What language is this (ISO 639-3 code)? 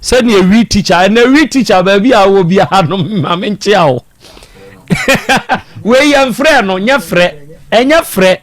aka